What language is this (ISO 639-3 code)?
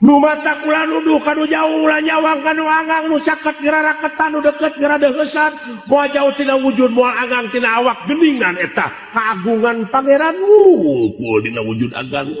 sun